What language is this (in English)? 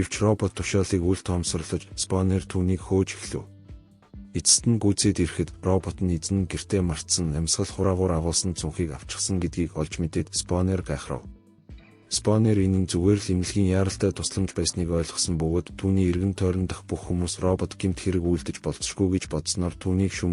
Mongolian